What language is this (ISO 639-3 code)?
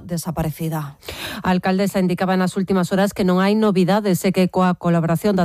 glg